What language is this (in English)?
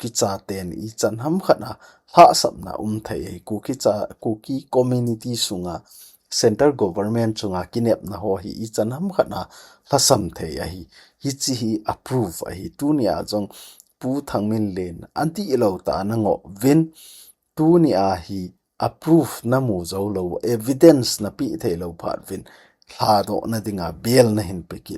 Thado Chin